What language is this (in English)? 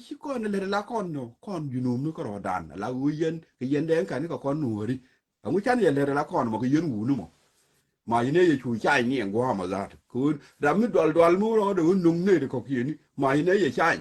Nuer